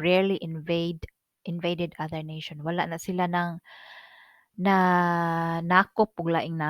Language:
Cebuano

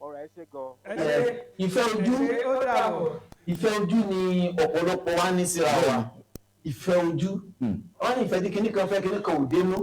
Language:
Yoruba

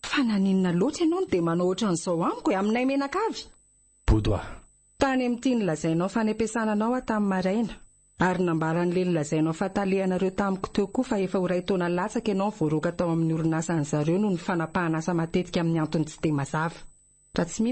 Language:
Malagasy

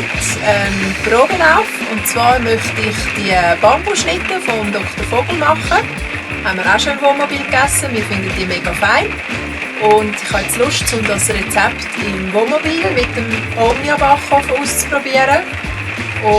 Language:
Swiss German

